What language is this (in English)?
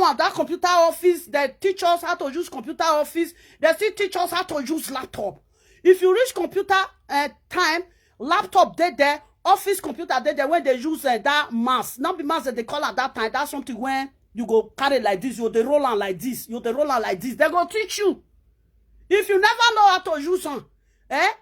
Nigerian Pidgin